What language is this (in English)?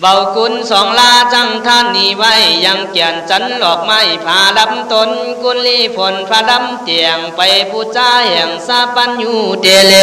Khün